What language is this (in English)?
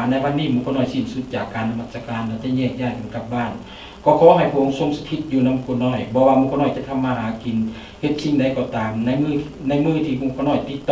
Lao